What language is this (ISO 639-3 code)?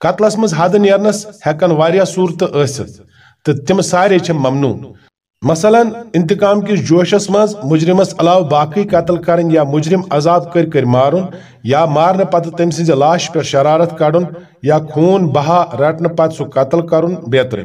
kas